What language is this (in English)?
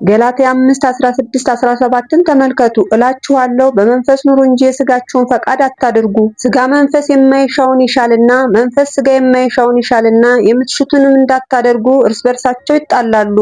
Amharic